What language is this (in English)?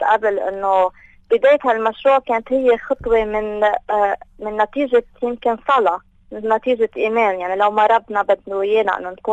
North Levantine Arabic